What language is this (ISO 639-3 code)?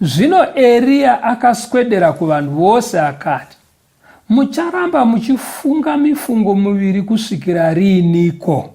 sna